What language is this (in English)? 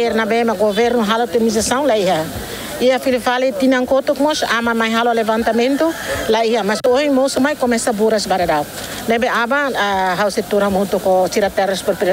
Tetum